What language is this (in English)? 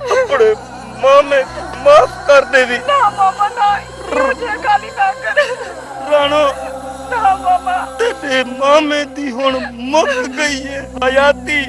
Saraiki